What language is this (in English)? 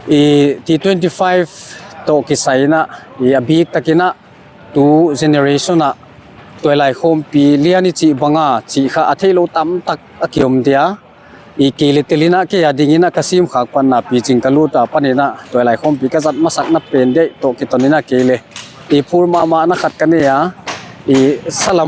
Paite Chin